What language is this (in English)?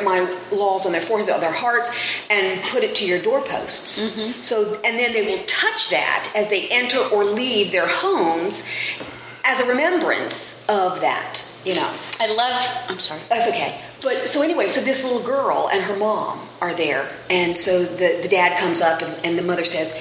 English